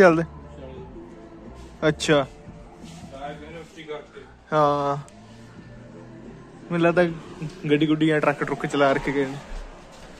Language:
Punjabi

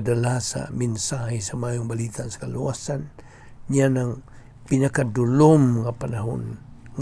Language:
Cebuano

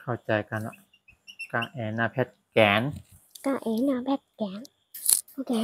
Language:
Shan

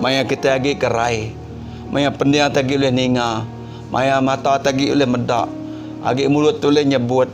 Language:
Iban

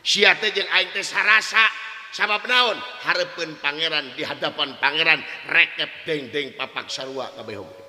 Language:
Sundanese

